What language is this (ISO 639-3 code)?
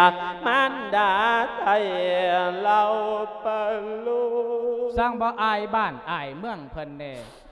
lao